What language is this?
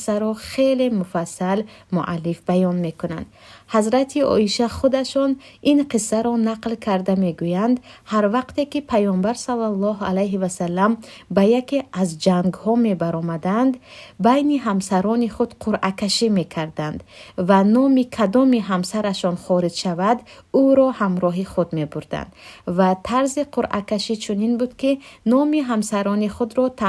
Tajik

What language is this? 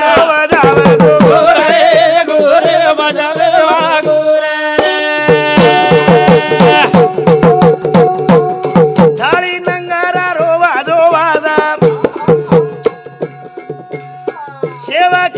Lambadi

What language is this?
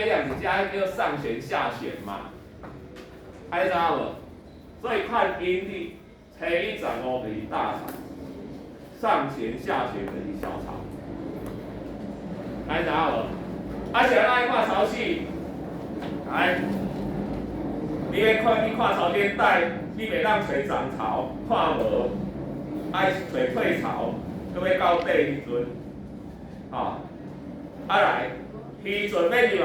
Min Nan Chinese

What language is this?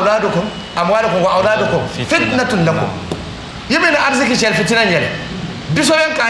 Dagbani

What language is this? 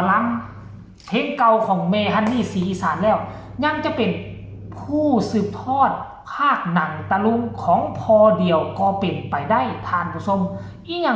Northeastern Thai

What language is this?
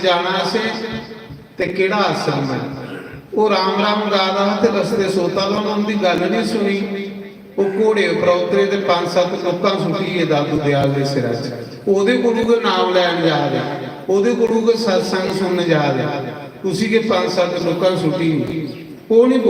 Dogri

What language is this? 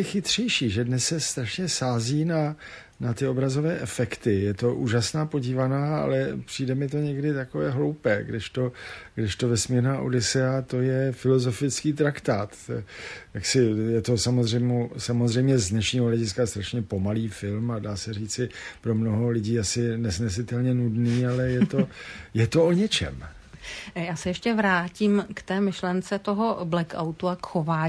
Czech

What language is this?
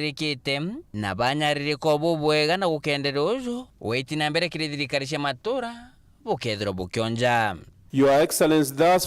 Meru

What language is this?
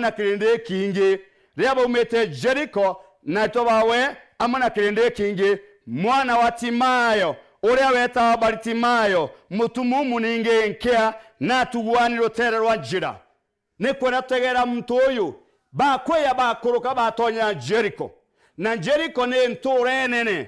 Meru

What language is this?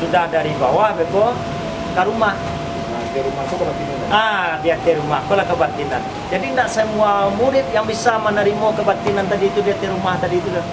Minangkabau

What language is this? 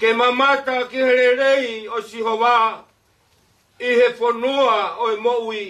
Tongan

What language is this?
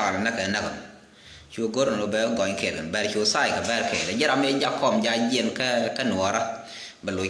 Nuer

